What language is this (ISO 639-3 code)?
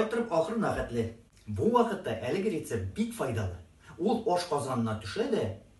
tat